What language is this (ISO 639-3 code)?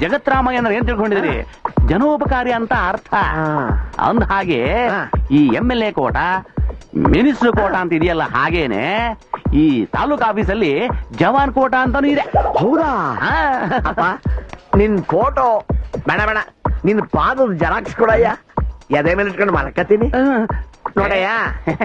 kan